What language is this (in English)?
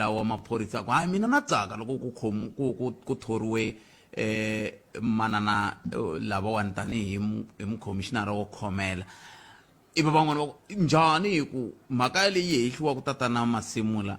Tsonga